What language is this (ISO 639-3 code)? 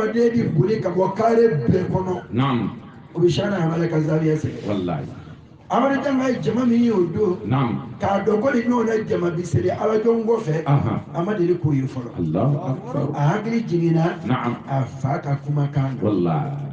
bam